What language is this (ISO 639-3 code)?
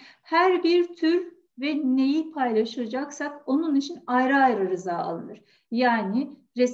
tur